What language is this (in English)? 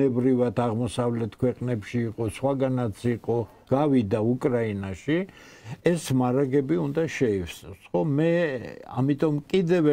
Georgian